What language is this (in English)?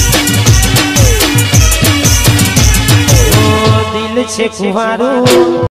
Gujarati